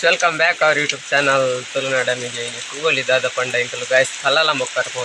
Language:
Tulu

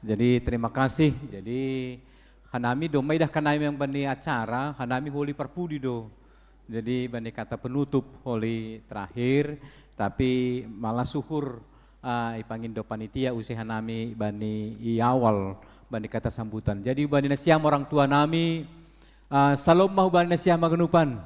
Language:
Batak Simalungun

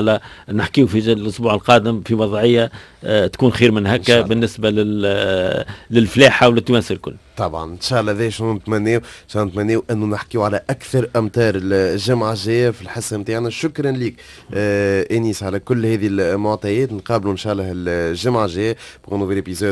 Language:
Tunisian Arabic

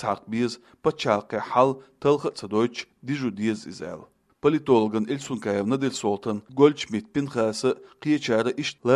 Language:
Chechen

